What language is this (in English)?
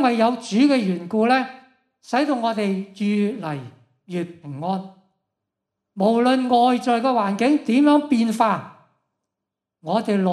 Cantonese